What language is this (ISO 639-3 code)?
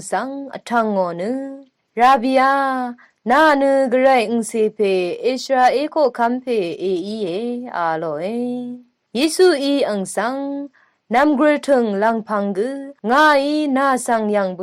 raw